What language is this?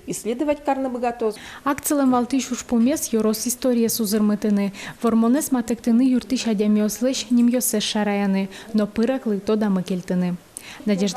Udmurt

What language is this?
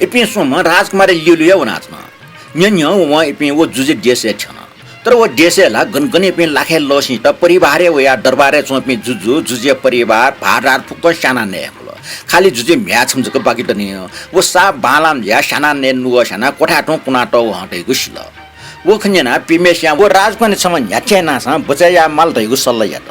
Newari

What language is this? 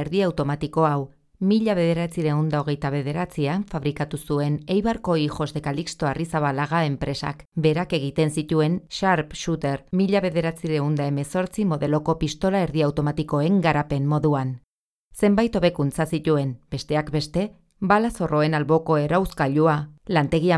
Basque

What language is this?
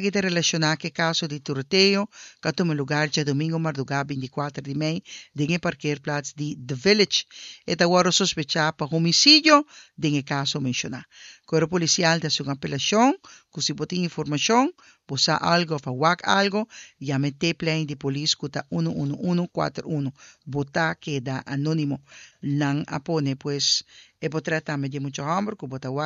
Papiamento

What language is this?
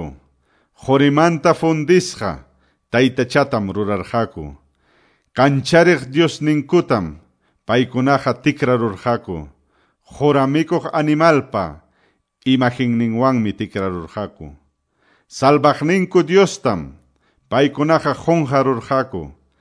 Quechua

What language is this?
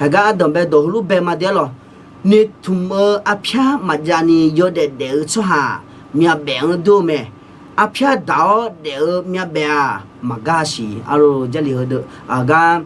Akha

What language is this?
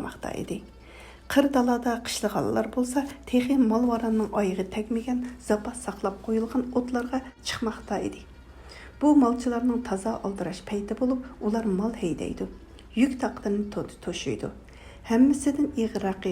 Uyghur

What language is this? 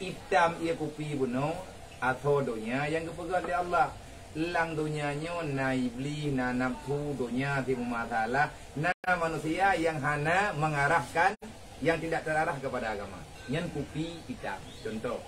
Achinese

